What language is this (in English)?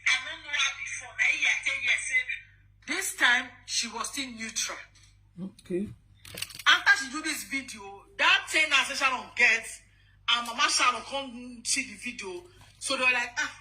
Nigerian Pidgin